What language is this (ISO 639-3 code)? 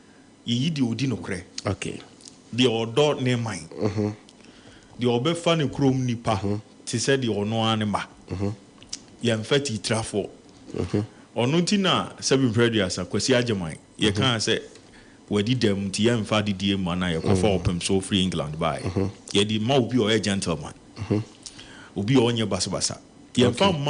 aka